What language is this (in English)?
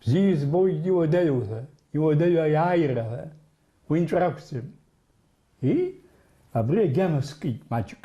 Abkhazian